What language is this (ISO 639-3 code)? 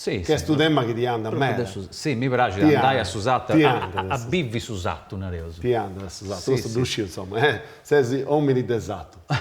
srd